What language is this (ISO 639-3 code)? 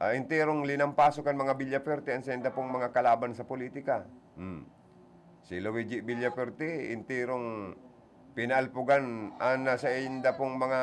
bik